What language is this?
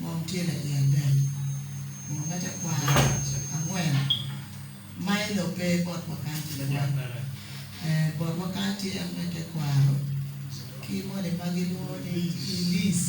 Acoli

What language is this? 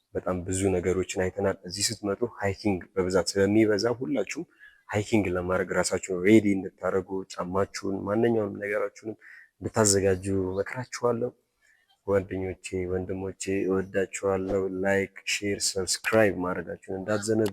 Amharic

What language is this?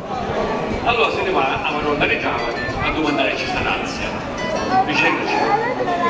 Sicilian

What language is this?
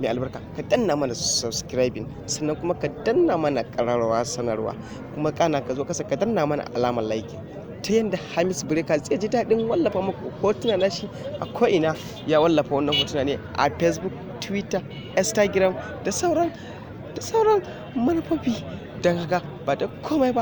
Hausa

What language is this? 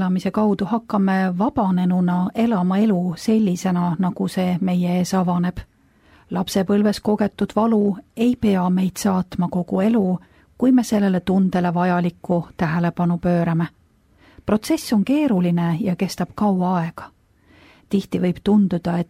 Estonian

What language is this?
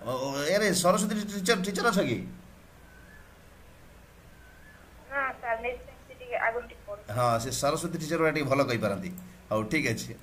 Odia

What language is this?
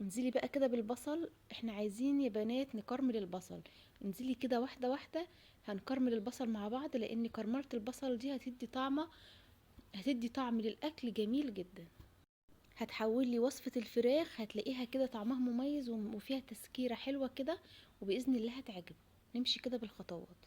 Egyptian Arabic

